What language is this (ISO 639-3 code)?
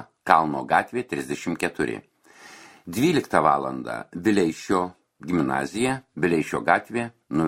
lit